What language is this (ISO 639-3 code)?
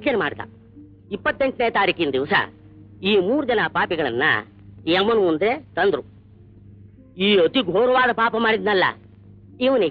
kan